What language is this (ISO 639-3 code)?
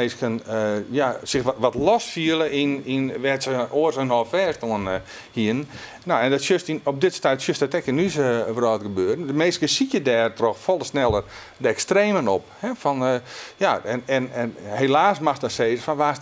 fry